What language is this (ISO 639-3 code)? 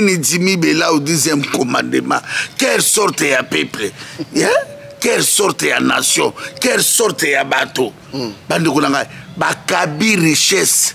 lin